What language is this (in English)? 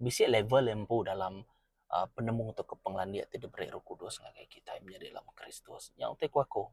Iban